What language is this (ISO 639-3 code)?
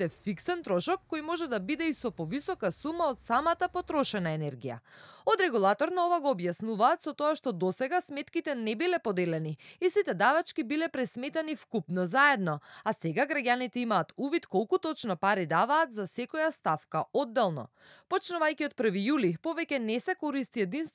mkd